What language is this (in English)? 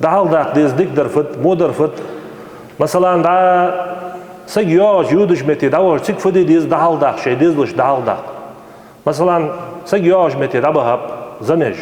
Ingush